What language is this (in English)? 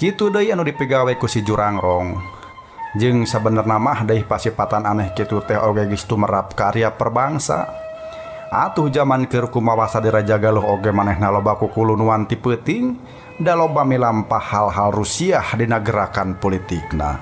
Sundanese